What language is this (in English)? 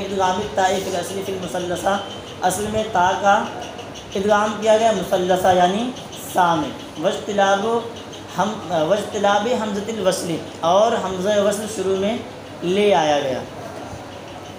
Urdu